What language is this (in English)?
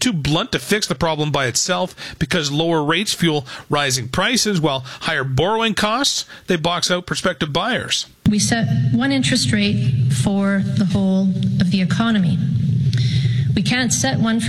English